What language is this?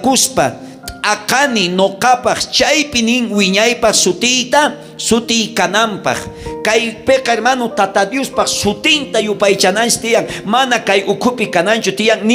South Bolivian Quechua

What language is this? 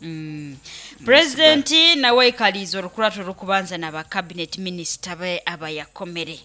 Nyoro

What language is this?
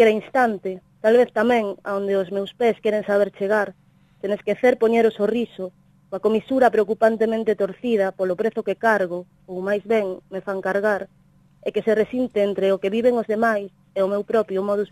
Galician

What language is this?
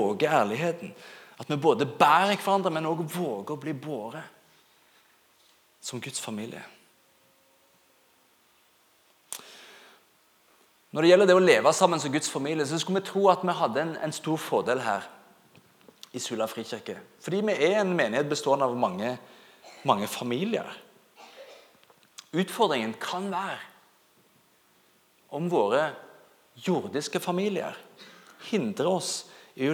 Norwegian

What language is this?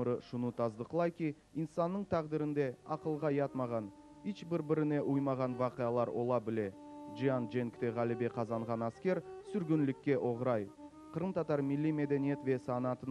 Crimean Tatar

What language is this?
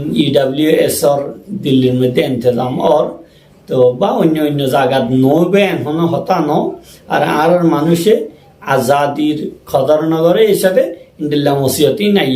Rohingya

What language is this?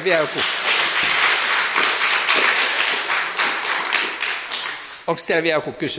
Finnish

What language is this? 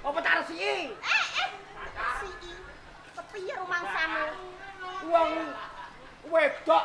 Javanese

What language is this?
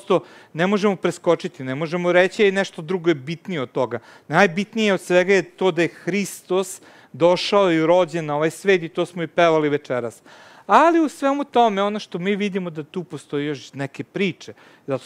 Serbian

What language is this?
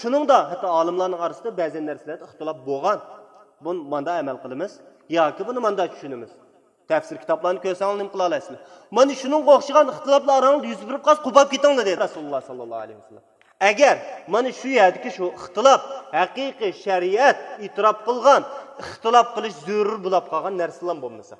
Uyghur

